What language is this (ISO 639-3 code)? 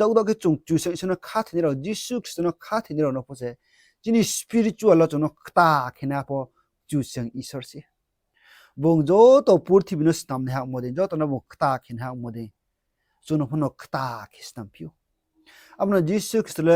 ria